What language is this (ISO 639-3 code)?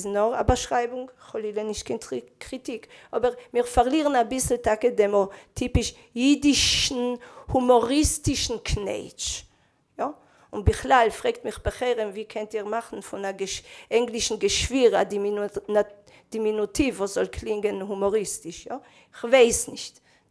yid